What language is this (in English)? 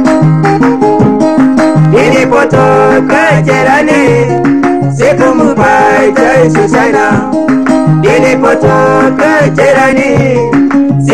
Swahili